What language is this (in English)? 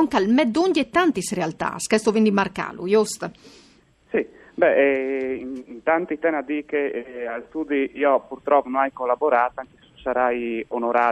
Friulian